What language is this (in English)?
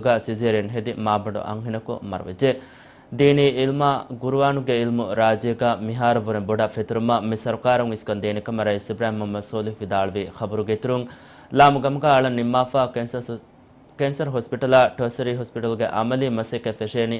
Divehi